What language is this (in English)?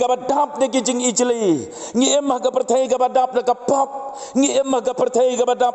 Khasi